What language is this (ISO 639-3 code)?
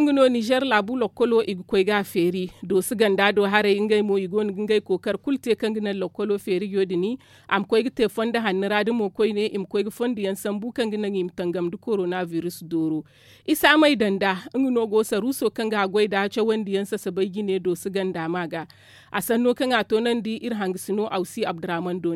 dje